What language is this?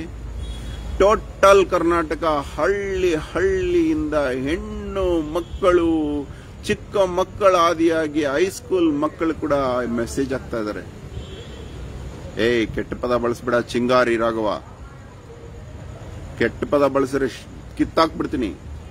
Kannada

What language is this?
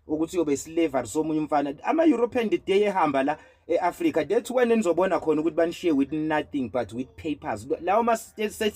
Zulu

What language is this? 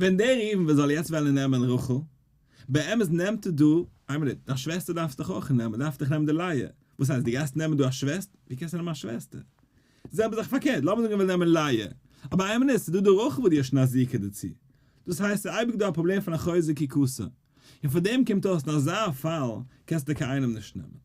Yiddish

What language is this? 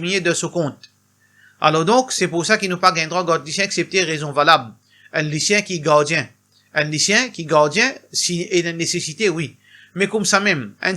Morisyen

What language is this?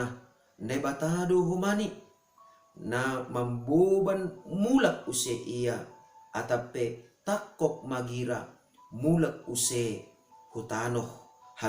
Batak Simalungun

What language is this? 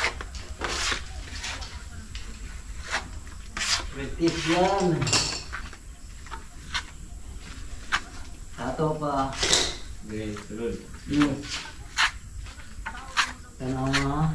Filipino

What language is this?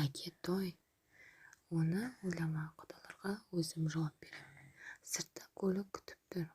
Kazakh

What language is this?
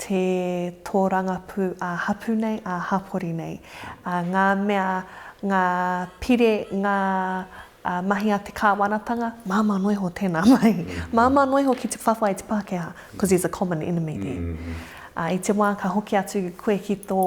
Māori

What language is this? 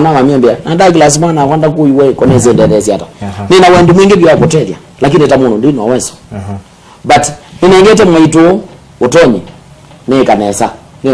Kamba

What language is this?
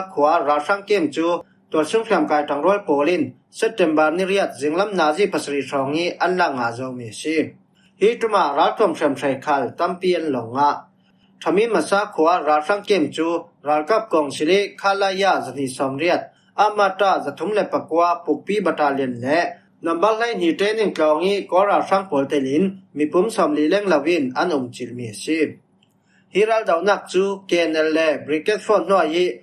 Falam Chin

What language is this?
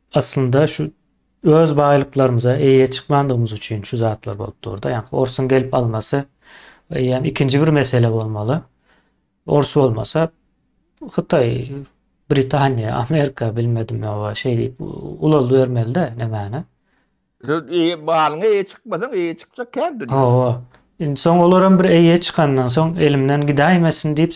Turkmen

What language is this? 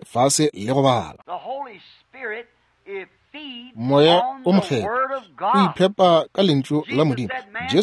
Northern Sotho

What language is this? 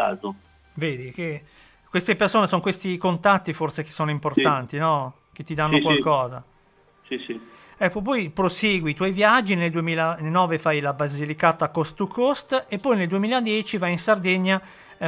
Italian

